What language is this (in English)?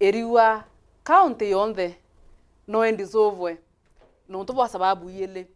Meru